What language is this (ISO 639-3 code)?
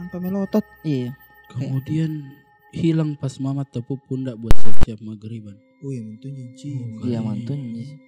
mfp